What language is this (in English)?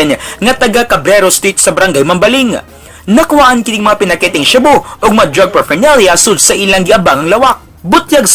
Cebuano